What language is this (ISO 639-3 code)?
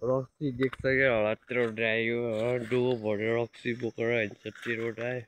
nep